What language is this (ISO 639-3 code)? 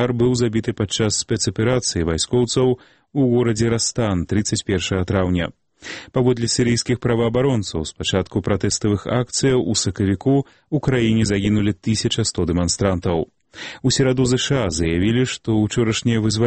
bel